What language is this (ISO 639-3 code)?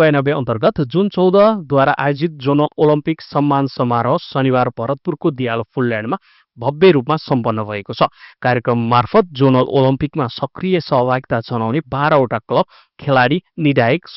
nep